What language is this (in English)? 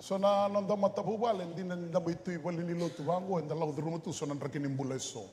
Fijian